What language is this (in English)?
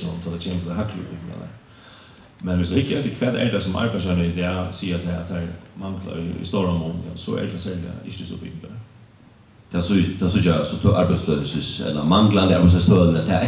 Faroese